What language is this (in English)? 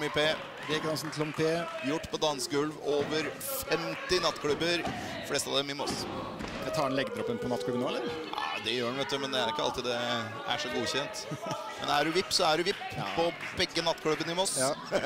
Norwegian